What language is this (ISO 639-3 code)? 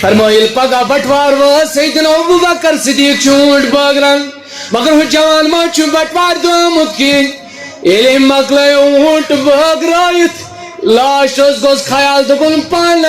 kas